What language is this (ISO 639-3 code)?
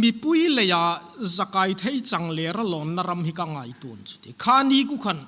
hmr